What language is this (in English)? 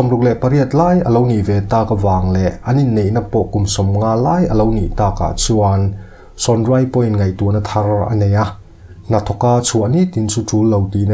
Mizo